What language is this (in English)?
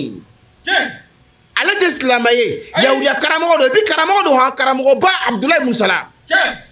Bambara